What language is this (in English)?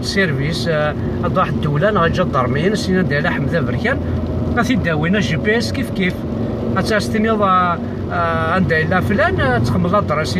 Kabyle